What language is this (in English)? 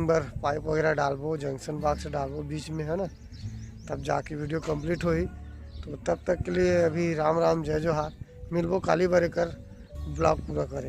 Chhattisgarhi